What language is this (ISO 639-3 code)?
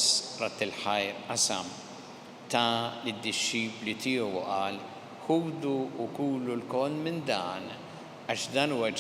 mlt